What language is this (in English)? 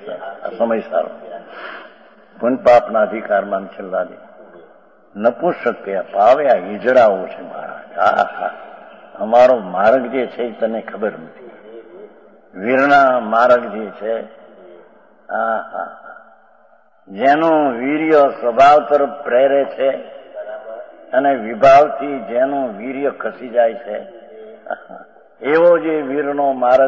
Gujarati